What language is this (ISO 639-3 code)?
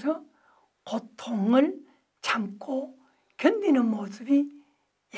kor